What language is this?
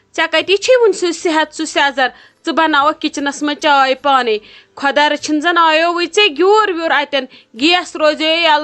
Kashmiri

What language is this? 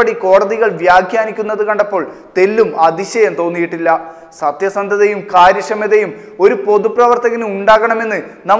Malayalam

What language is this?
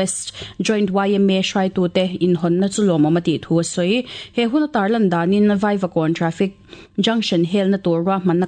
Mizo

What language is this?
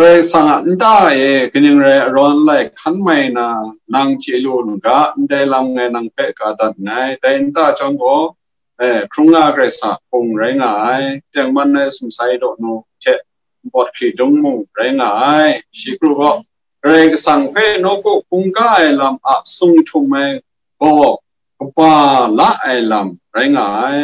Kachin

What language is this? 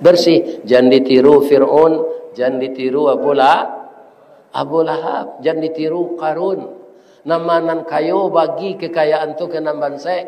Minangkabau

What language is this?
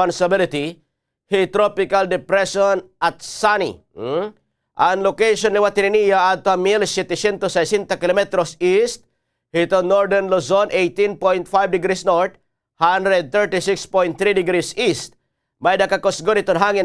Waray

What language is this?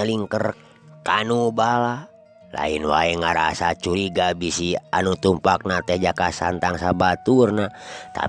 Sundanese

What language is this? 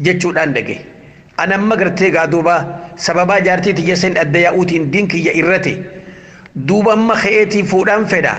Oromo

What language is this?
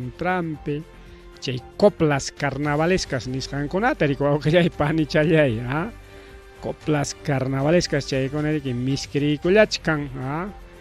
Ayacucho Quechua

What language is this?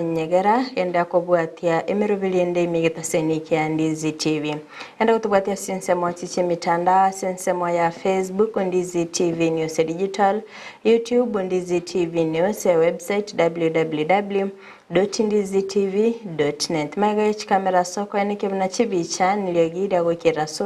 Gusii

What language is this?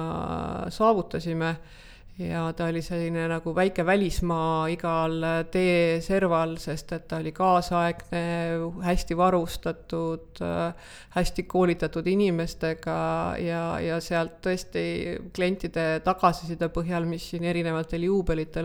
Estonian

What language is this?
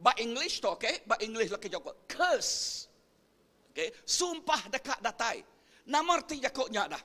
Iban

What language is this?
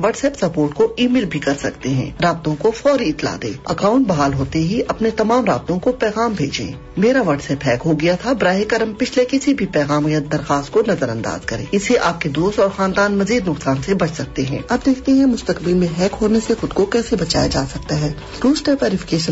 Urdu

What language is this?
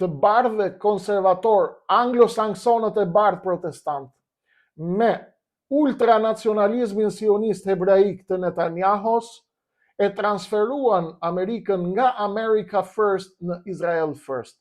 Albanian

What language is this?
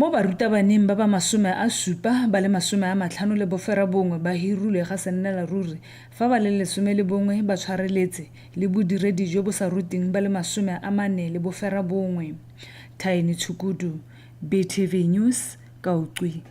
Tswana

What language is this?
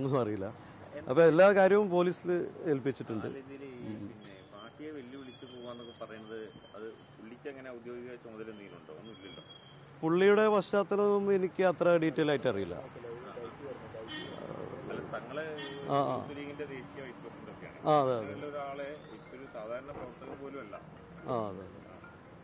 Malayalam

